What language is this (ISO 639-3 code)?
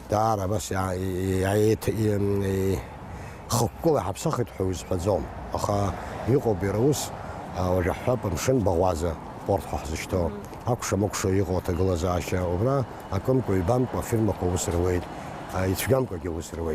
abk